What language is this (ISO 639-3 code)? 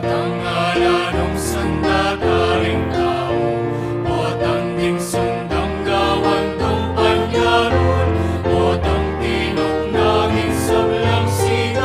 pam